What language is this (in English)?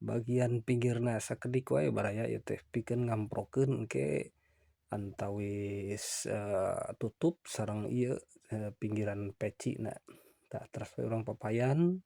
Sundanese